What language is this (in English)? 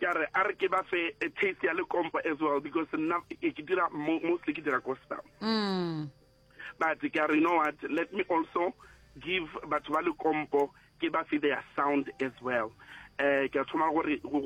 Northern Sotho